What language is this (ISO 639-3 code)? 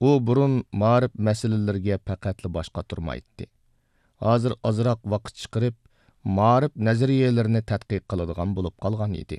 uig